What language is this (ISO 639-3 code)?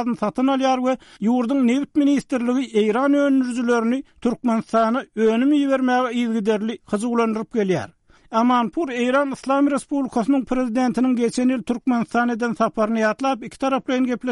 tuk